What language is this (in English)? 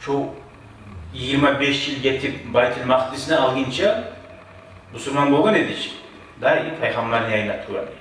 Kumyk